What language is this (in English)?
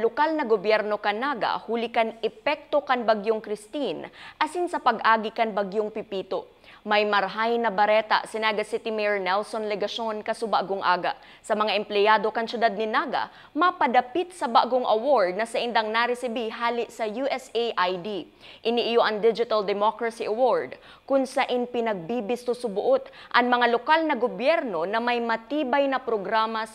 Bikol